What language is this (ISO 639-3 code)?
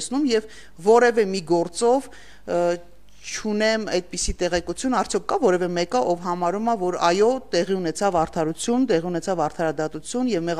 hye